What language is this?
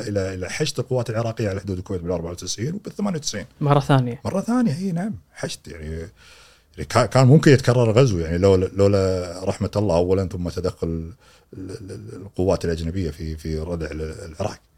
Gulf Arabic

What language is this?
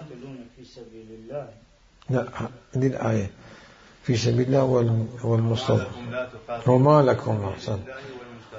Mesopotamian Arabic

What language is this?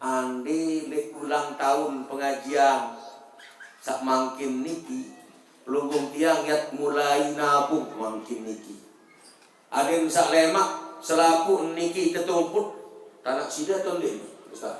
Sasak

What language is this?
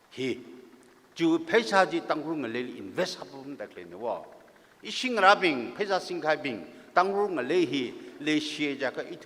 Tangkhul Naga (India)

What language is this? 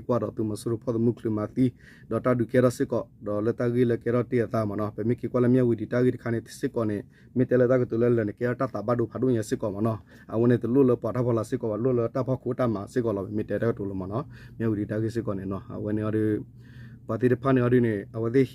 S'gaw Karen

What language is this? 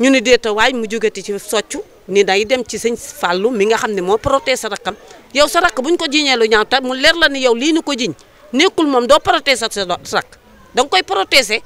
Wolof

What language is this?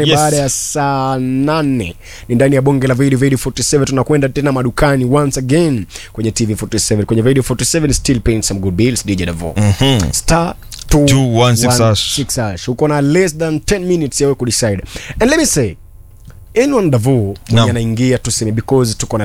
Swahili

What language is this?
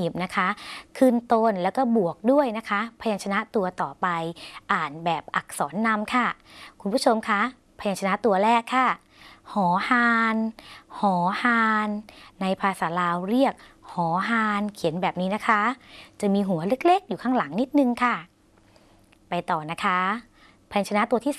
Thai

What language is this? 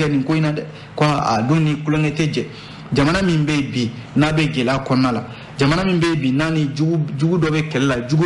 Bambara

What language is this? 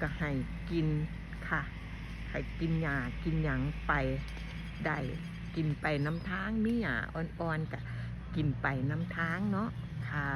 Northeastern Thai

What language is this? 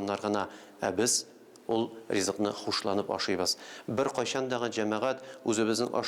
Tatar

